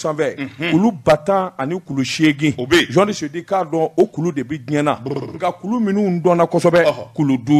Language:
Bambara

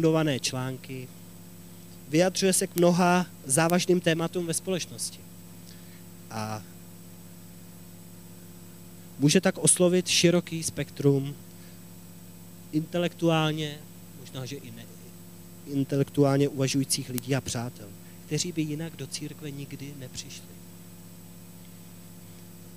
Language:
Czech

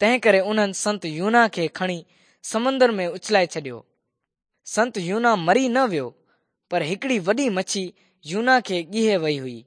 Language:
Sindhi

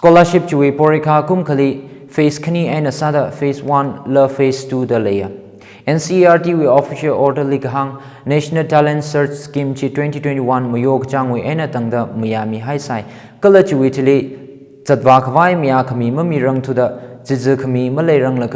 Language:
Tangkhul Naga (India)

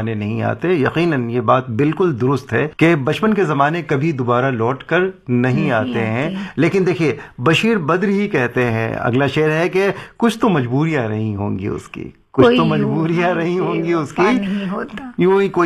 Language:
Urdu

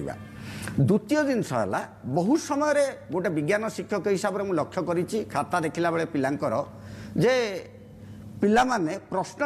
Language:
Odia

